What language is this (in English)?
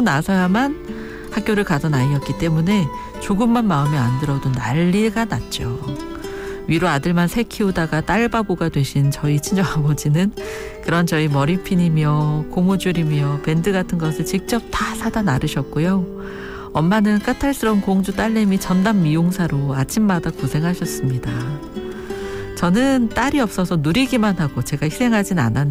Korean